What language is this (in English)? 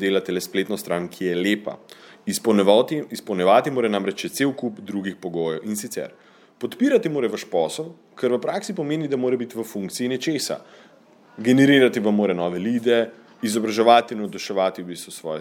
Slovenian